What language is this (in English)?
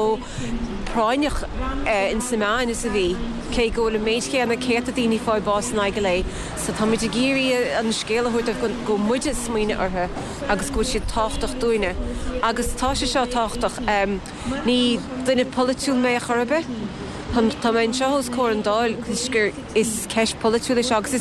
Irish